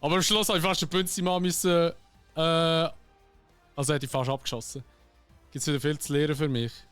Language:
Swiss German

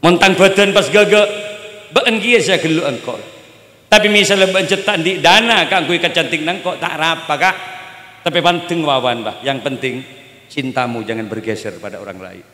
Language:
Madurese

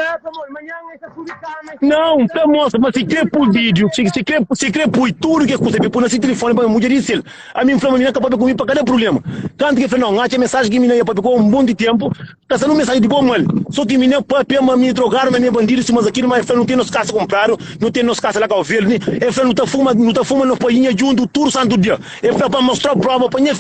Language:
Kabuverdianu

